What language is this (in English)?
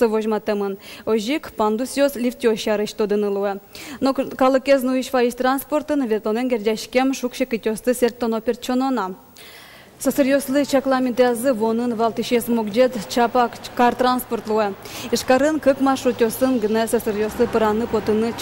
Udmurt